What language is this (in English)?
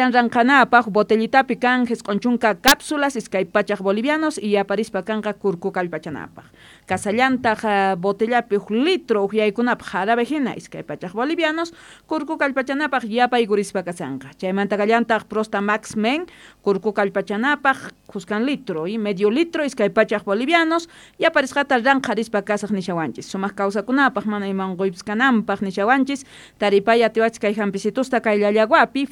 Quechua